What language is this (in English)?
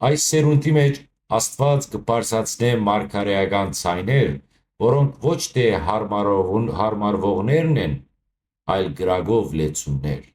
Western Armenian